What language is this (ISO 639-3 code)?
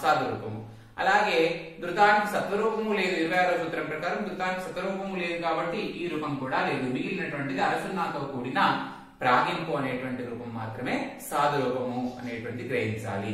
tel